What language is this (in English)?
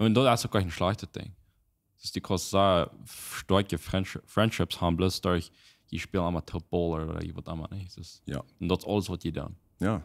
Plautdietsch